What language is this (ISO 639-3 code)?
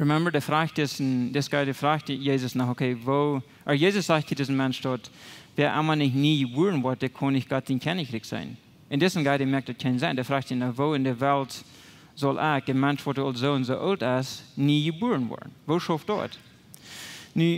pdt